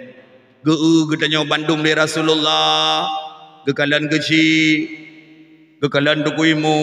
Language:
Achinese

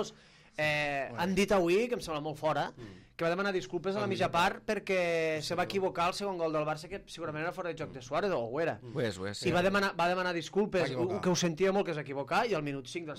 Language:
Catalan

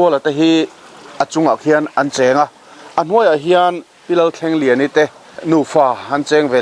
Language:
Mizo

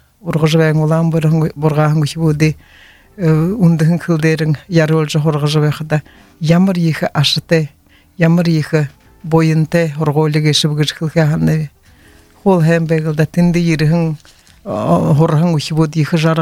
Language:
Buriat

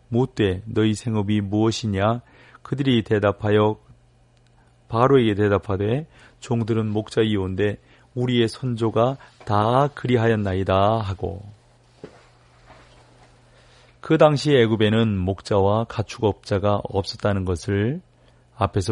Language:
Korean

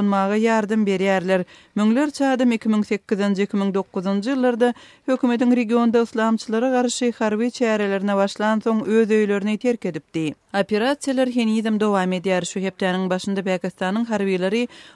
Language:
Turkmen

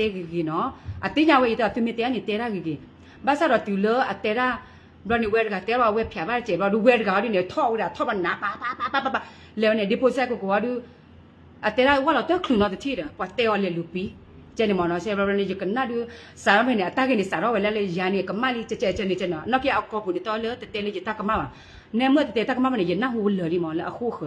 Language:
S'gaw Karen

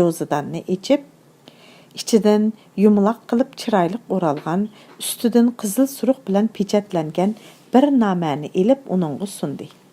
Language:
Uyghur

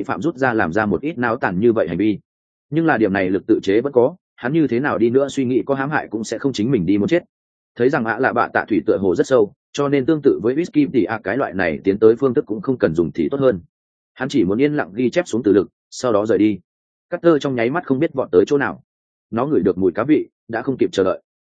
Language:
Vietnamese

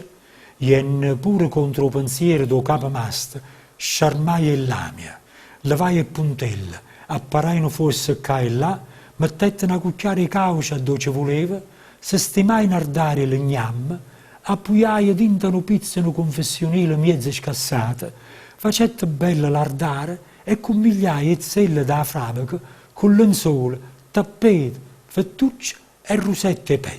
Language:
Neapolitan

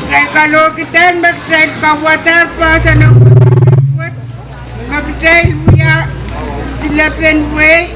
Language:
Pohnpeian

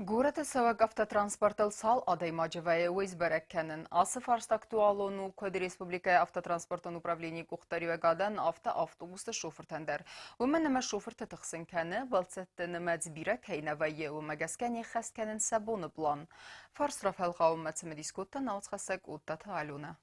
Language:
Ossetic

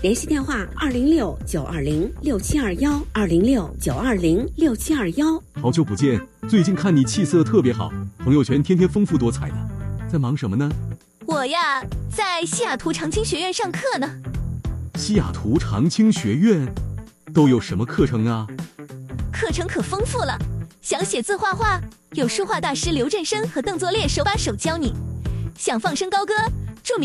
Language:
Chinese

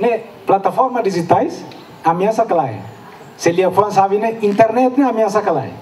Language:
Tetum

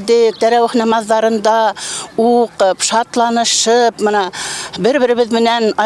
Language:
Bashkir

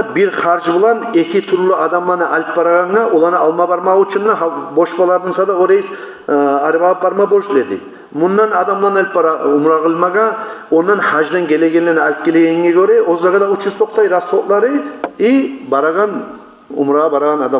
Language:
Kumyk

